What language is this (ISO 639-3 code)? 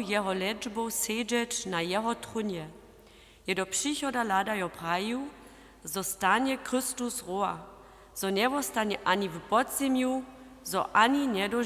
hsb